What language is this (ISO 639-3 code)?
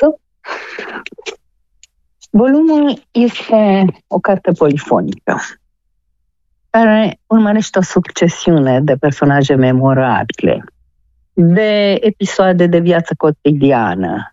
ron